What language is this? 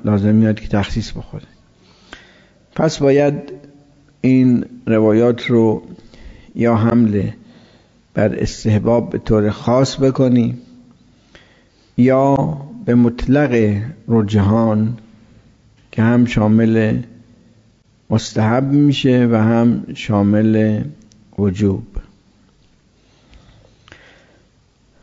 Persian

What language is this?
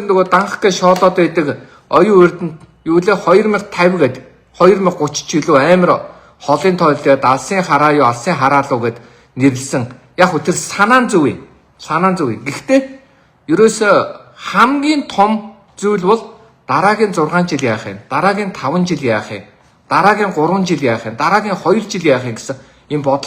Mongolian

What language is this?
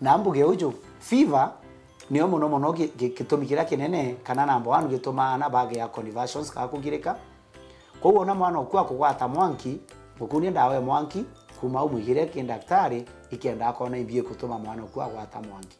Meru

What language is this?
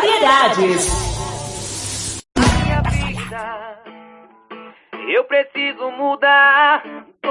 Portuguese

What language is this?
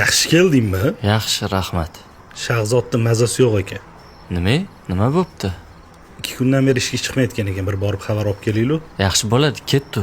Uzbek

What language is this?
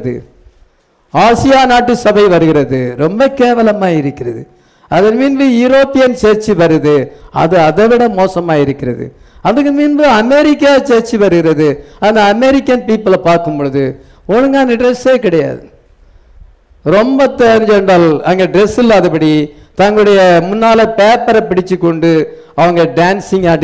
Tamil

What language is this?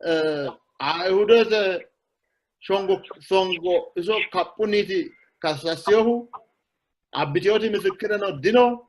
Sidamo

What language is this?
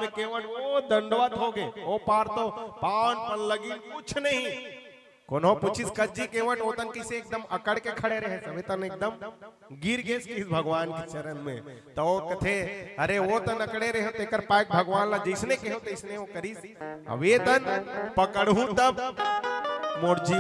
Chhattisgarhi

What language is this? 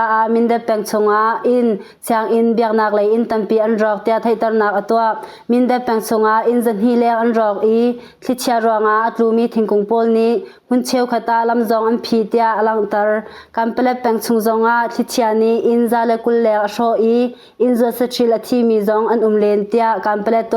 Hakha Chin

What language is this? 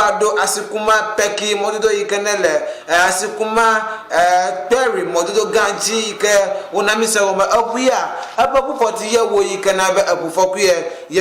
Ewe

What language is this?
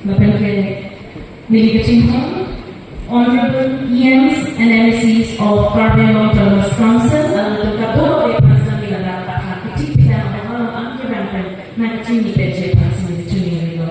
Karbi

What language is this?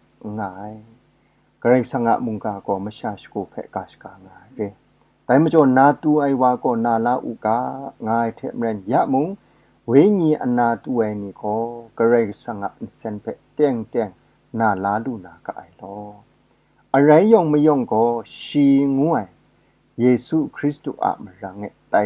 Kachin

